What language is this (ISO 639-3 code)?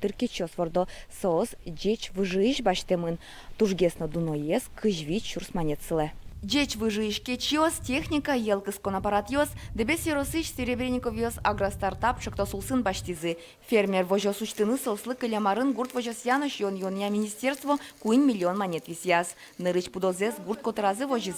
udm